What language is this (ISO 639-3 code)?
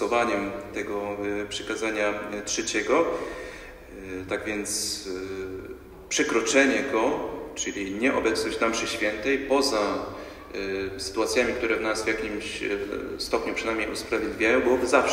pol